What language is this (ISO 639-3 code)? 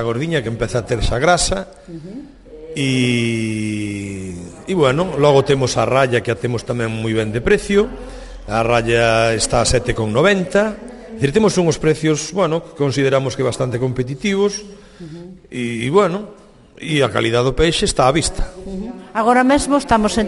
glg